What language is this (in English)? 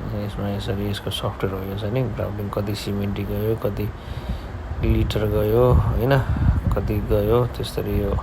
Nepali